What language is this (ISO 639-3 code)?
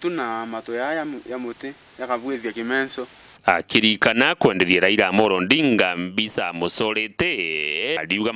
mer